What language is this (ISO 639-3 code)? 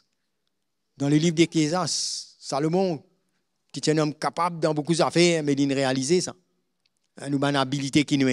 mfe